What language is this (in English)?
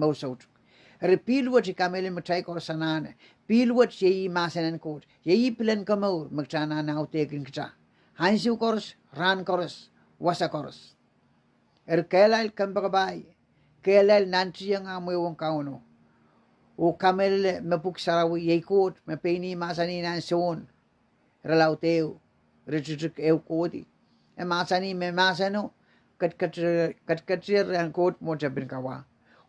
Pohnpeian